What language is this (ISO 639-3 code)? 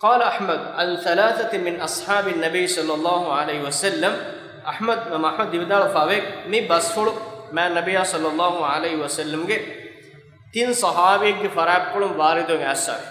div